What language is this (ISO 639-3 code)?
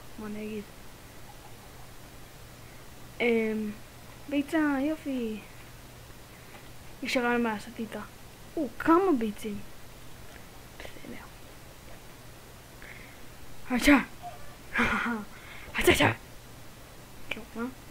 heb